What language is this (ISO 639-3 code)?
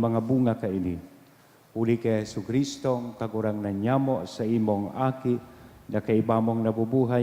bik